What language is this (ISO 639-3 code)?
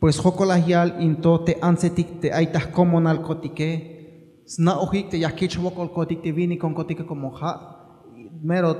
tzh